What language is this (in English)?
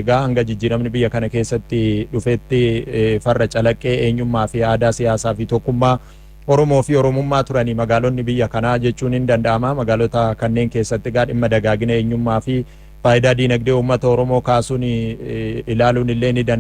Oromo